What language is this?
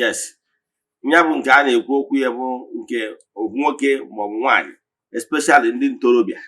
Igbo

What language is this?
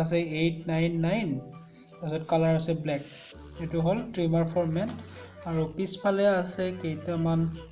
Assamese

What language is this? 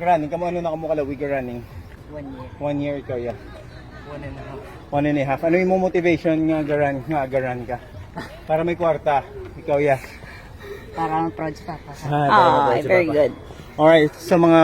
Hiligaynon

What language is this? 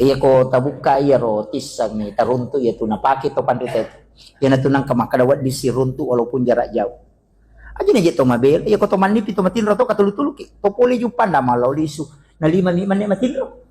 Buginese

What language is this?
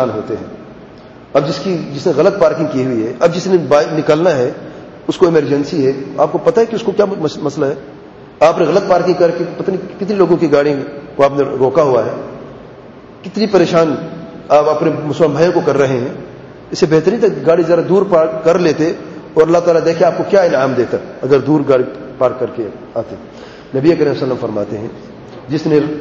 Urdu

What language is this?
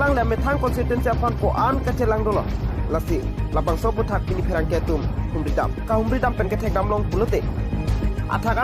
Karbi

